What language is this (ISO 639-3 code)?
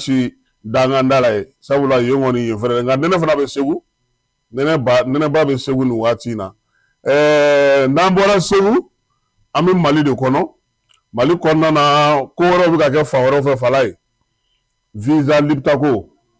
bam